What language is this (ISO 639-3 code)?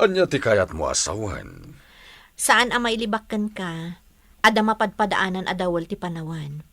ilo